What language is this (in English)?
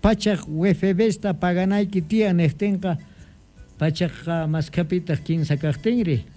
Quechua